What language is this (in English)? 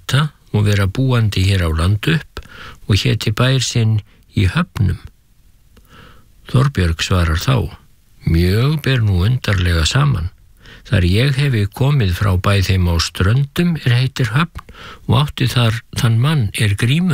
Icelandic